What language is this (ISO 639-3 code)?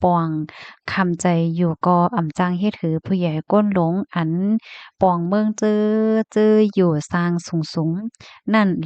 shn